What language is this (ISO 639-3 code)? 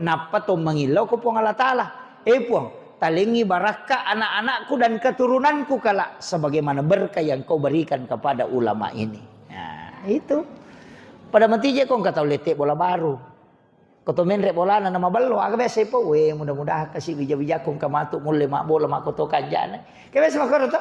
bug